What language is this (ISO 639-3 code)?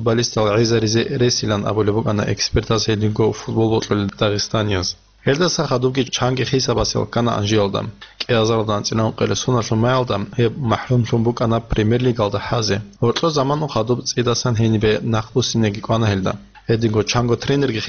ava